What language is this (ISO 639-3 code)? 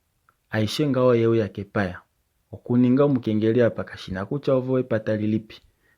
kua